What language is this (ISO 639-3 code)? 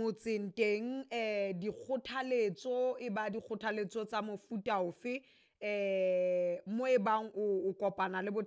sot